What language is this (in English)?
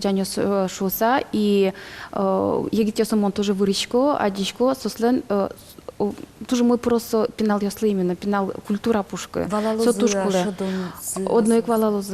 Udmurt